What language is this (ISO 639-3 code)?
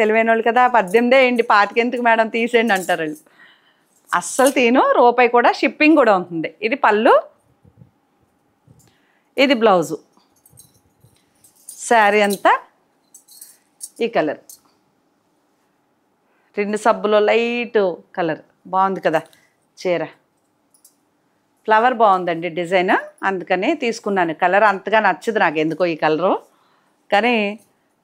tel